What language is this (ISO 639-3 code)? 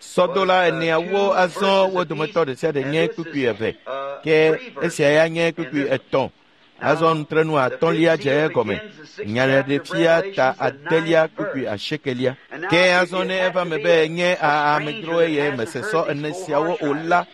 ewe